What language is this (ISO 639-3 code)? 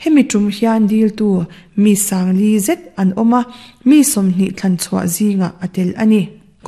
lus